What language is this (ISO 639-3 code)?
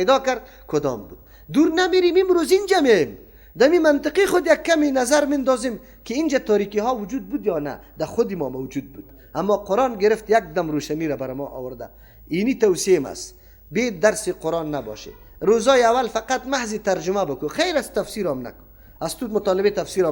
fas